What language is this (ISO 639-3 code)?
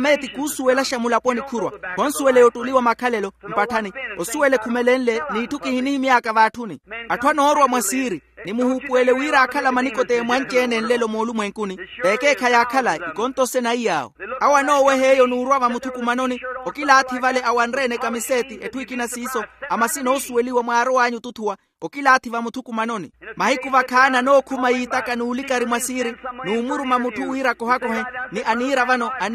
vmw